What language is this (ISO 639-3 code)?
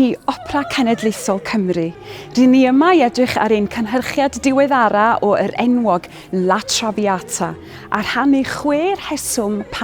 cym